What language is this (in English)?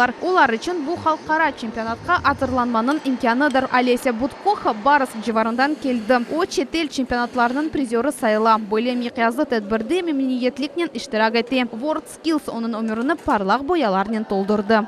Crimean Tatar